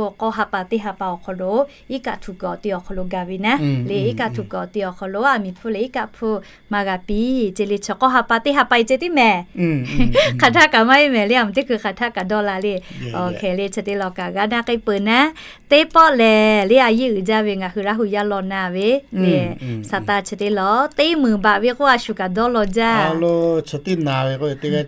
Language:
Lahu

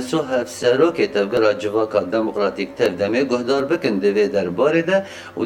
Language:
Kurdish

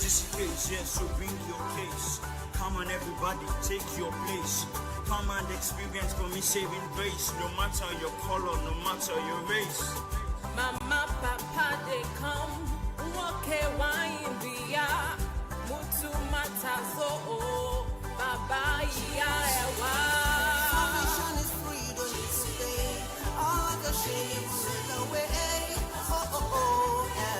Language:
Ewe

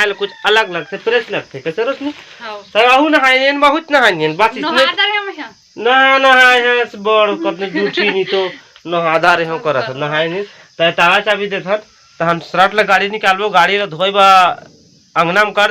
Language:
Chhattisgarhi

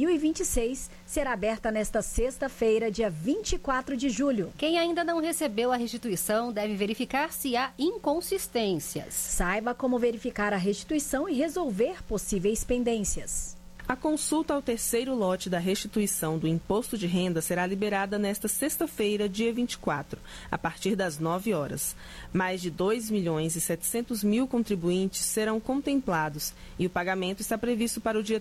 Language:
Portuguese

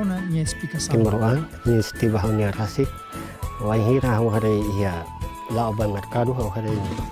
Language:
Tetum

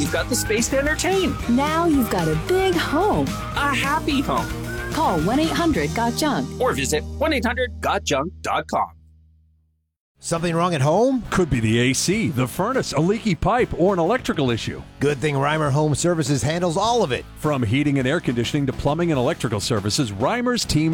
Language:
English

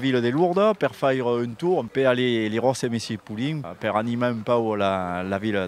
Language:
Occitan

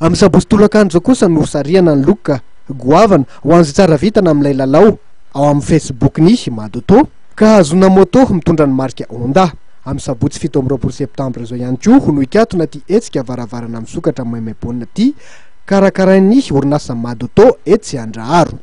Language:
Malagasy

